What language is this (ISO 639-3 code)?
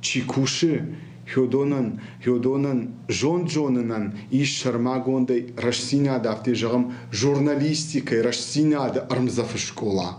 oss